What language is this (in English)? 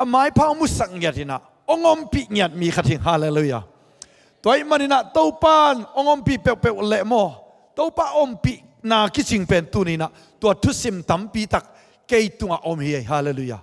Tedim Chin